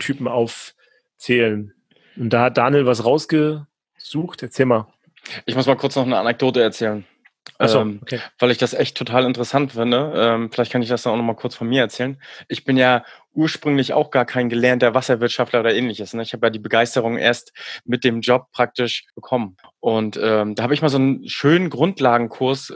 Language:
German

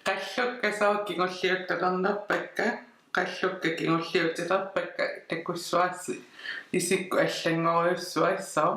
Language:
Kalaallisut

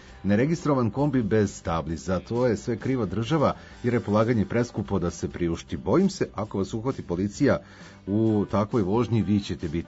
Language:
Serbian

